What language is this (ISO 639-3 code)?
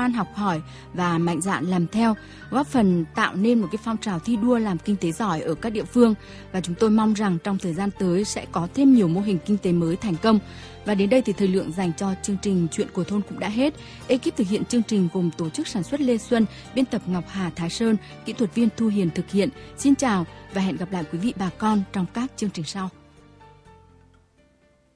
vie